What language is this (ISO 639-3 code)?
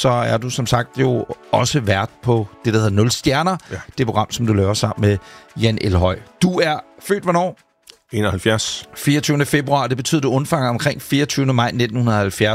dan